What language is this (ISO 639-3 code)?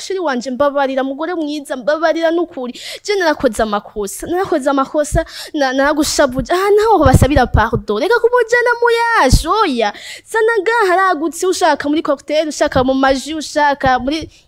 run